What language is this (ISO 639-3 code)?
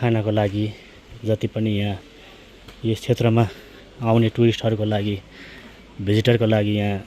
nep